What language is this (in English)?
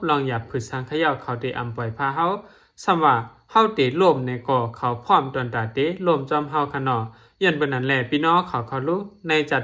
Shan